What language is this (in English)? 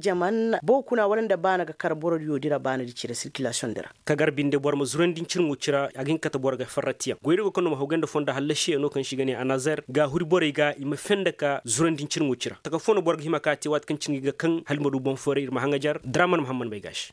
Koyraboro Senni